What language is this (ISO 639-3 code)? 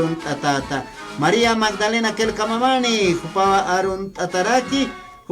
aym